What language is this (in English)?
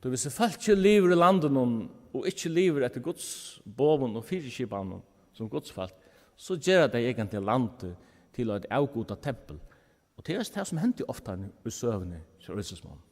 Faroese